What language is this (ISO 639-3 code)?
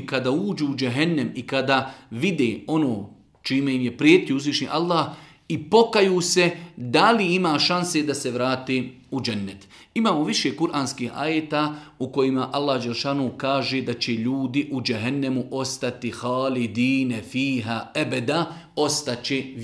bos